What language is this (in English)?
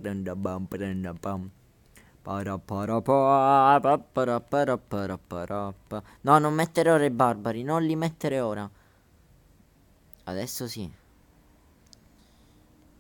Italian